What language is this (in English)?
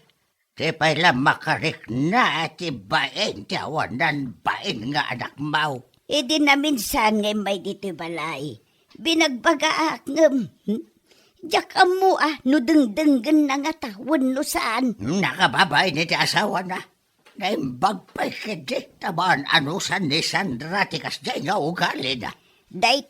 Iloko